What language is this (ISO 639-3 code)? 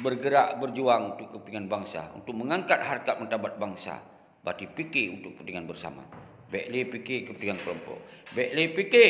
ace